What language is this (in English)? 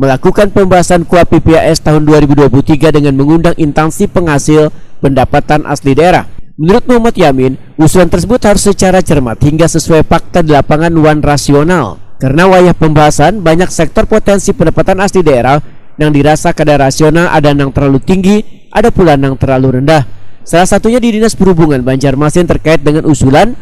Banjar